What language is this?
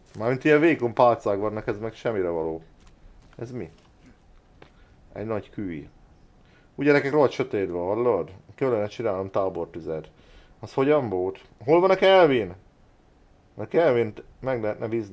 Hungarian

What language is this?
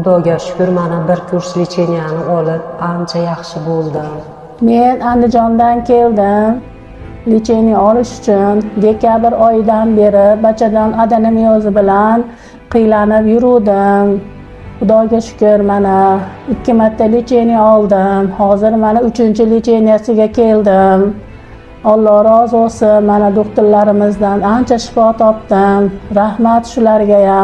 Uzbek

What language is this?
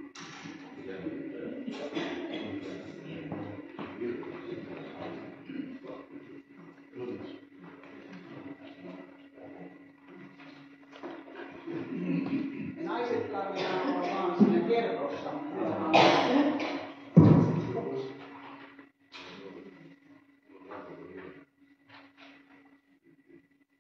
Finnish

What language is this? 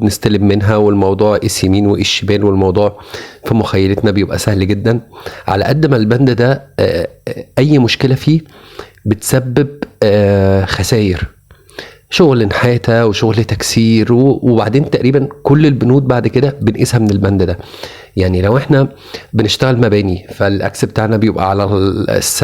Egyptian Arabic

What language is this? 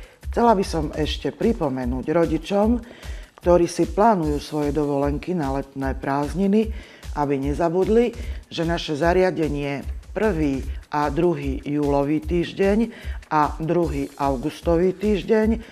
Slovak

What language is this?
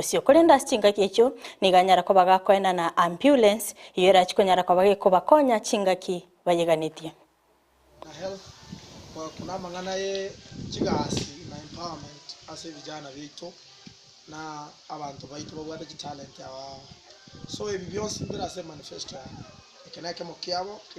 Gusii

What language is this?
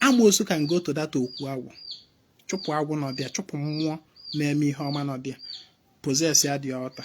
Igbo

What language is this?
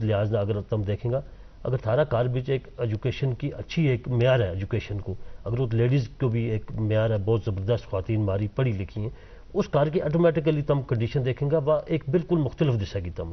Gujari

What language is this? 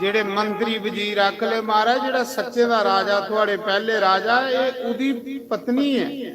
Dogri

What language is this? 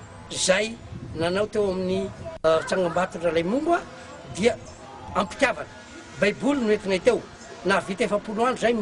Malagasy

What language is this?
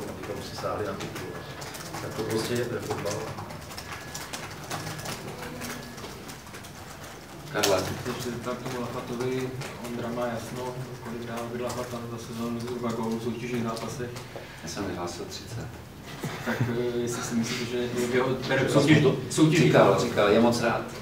Czech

